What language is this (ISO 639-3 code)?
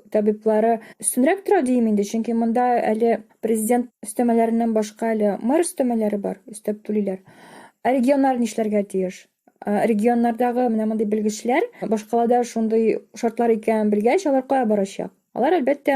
tat